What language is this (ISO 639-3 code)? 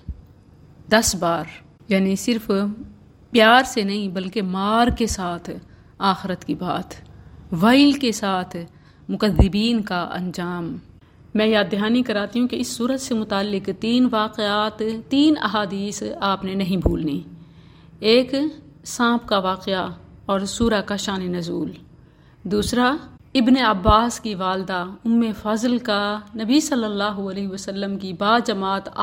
urd